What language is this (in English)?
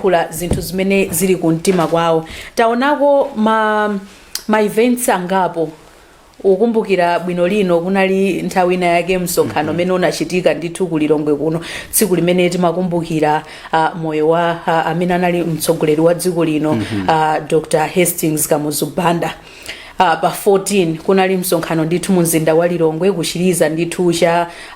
Nyanja